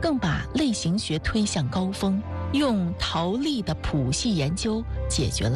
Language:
Chinese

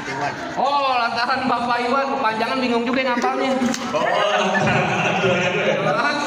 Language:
Betawi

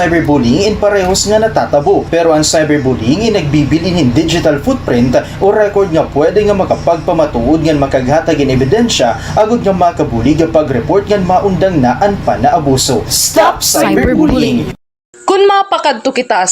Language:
Waray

